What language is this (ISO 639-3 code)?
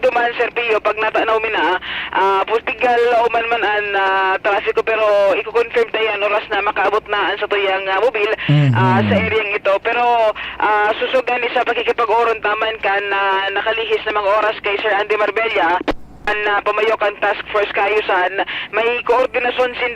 bik